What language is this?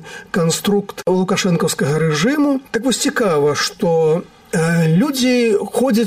Belarusian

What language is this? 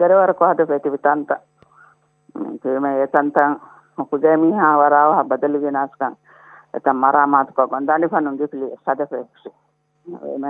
Divehi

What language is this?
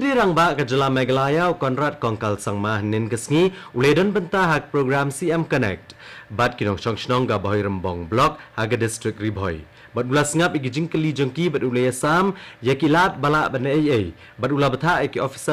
Khasi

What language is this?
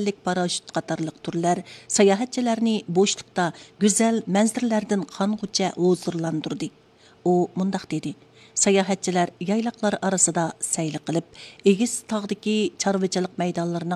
Uyghur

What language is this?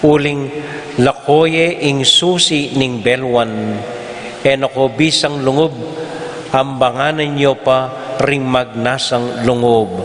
Pampanga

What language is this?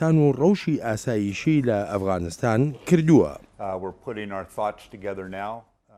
Central Kurdish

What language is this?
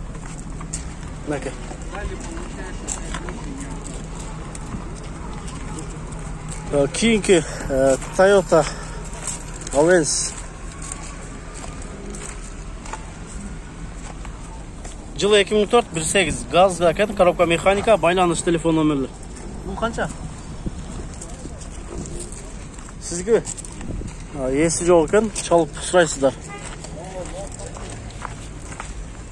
Kyrgyz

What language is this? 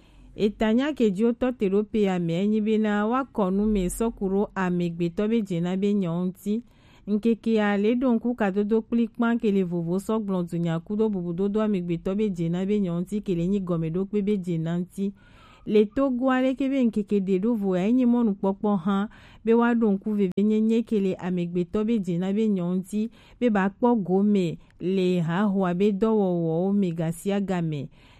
Gen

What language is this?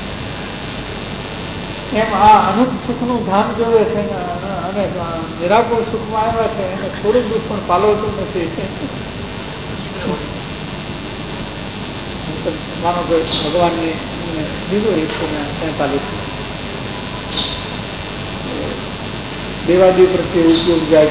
Gujarati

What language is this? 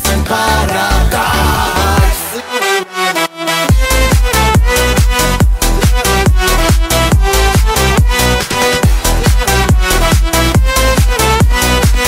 Polish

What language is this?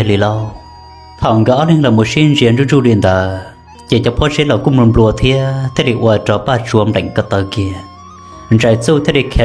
Hmong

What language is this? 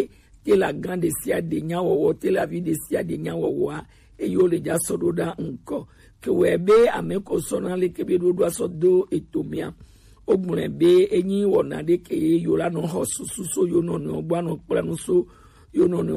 Gen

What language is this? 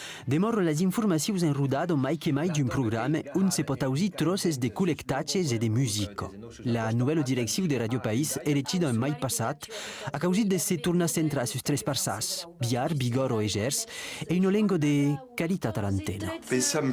Occitan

